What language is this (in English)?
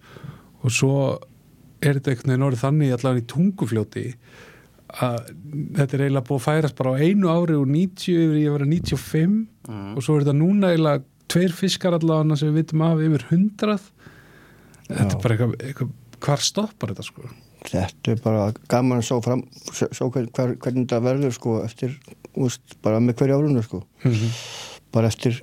Icelandic